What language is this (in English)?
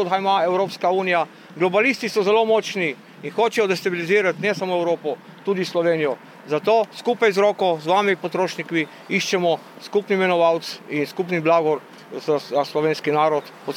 Slovenian